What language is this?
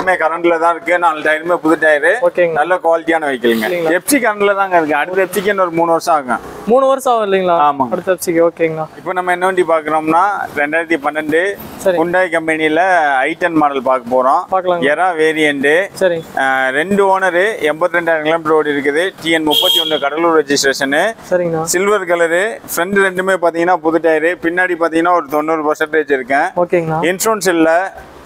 Tamil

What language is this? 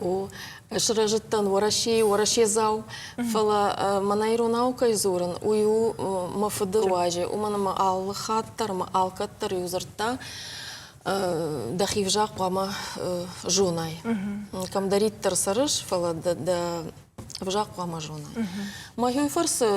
Ossetic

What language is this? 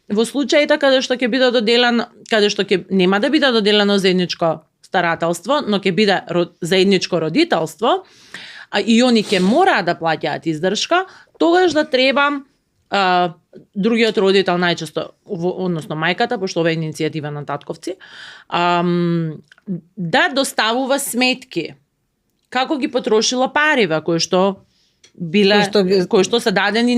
Macedonian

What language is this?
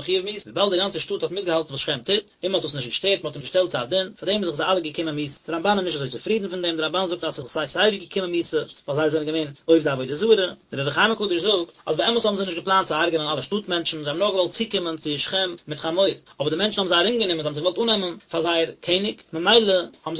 Yiddish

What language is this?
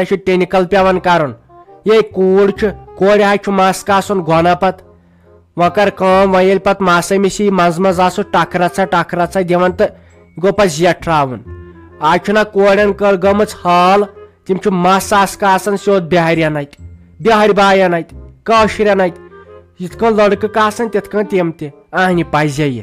Kashmiri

